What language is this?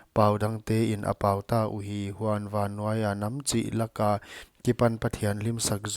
Paite Chin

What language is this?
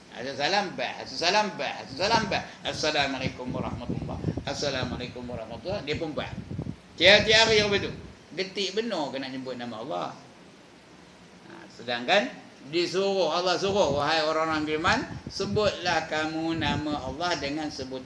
Malay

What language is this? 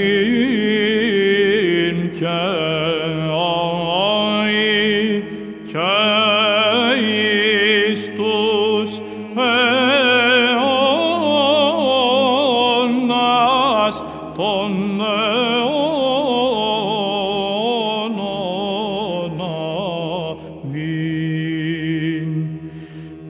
Greek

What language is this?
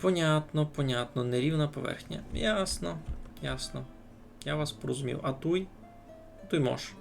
Rusyn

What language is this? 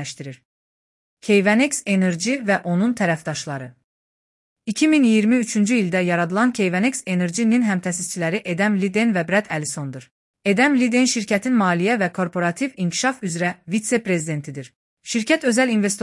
Azerbaijani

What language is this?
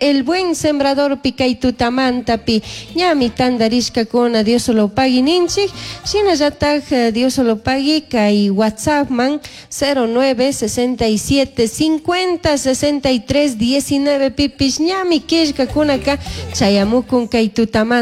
Chimborazo Highland Quichua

